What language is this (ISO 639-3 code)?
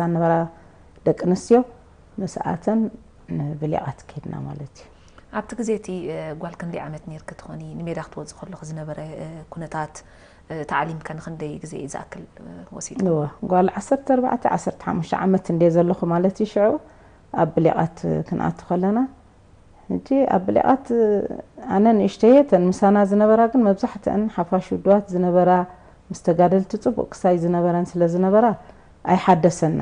tir